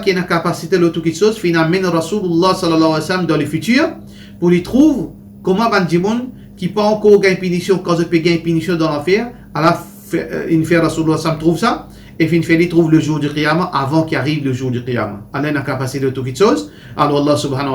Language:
Morisyen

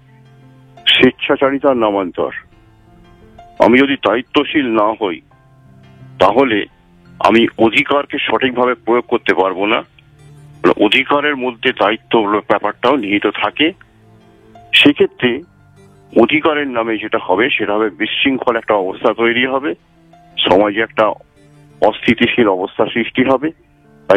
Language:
Bangla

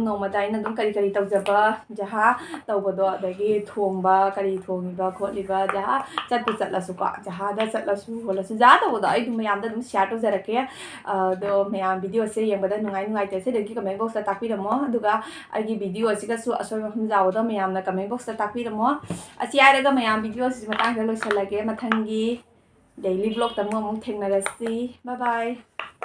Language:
Manipuri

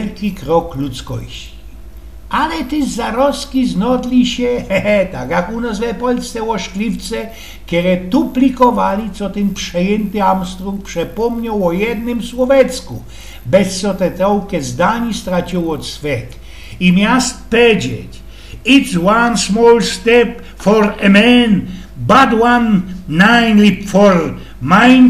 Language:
Silesian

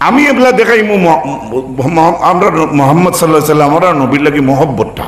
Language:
Sylheti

